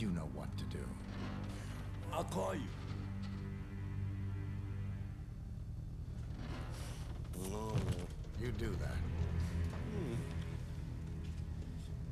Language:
Swedish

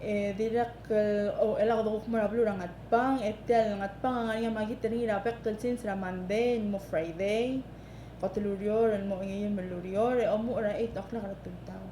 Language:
Palauan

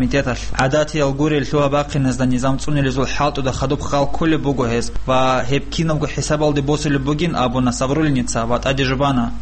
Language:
Avaric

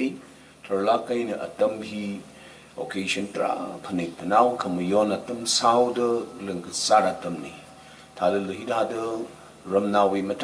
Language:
Tangkhul Naga (India)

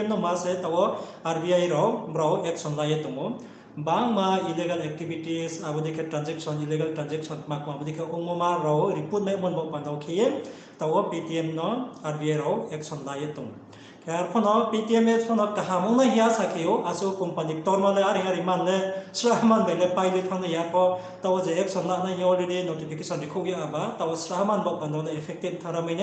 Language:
Riang (India)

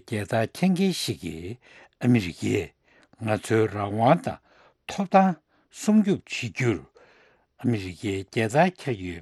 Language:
Tibetan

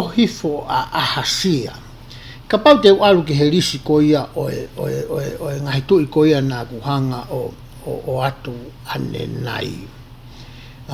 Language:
Tongan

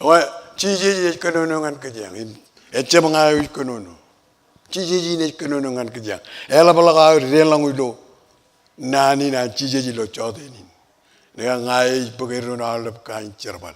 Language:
Marshallese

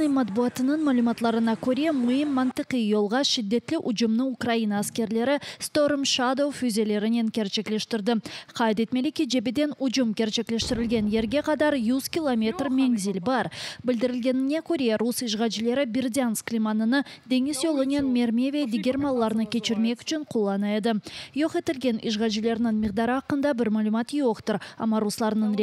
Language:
Crimean Tatar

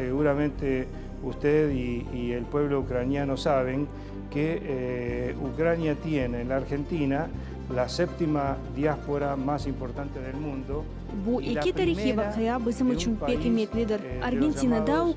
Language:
Crimean Tatar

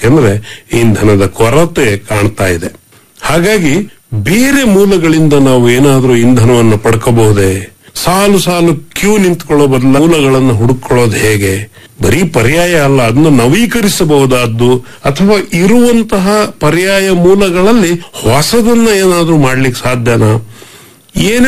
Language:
Kannada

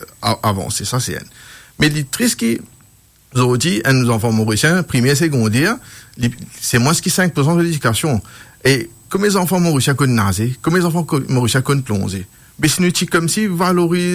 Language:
Morisyen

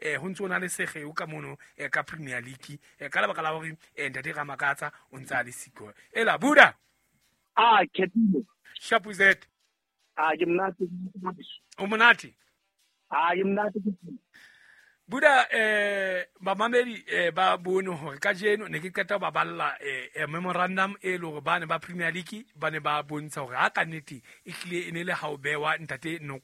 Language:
Southern Sotho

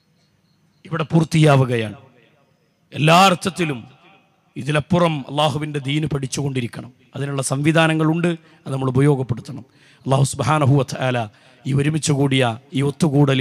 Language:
Malayalam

